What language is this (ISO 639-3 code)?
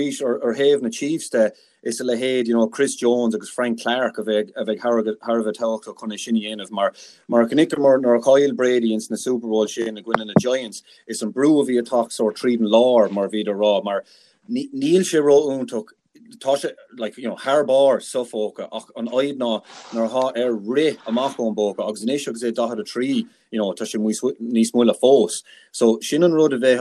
gle